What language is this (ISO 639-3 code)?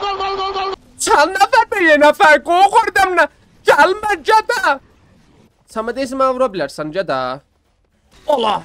azb